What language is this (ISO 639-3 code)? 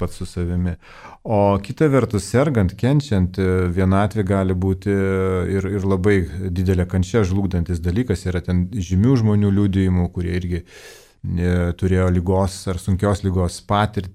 lit